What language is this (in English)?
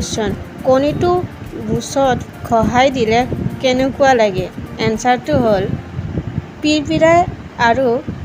Assamese